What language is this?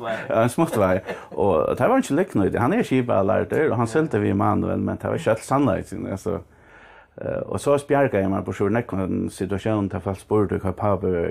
Faroese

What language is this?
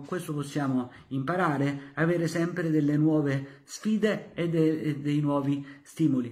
Italian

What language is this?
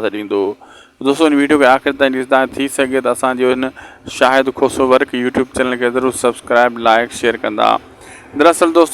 Sindhi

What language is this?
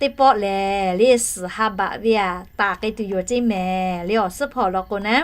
Lahu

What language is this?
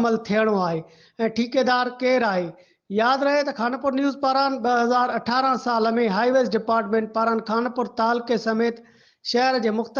Sindhi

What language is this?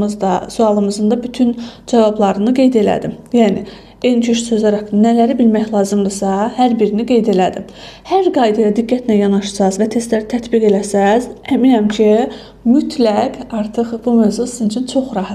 Azerbaijani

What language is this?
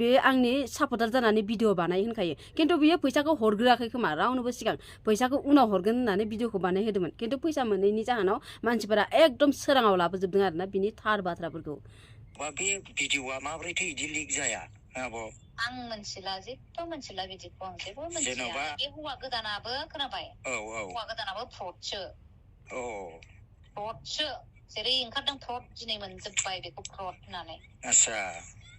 Bodo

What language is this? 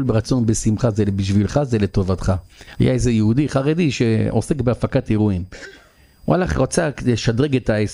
Hebrew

